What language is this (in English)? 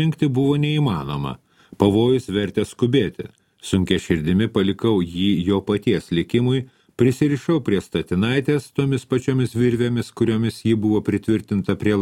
Lithuanian